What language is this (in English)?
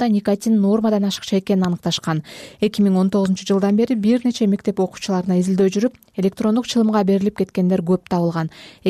Kyrgyz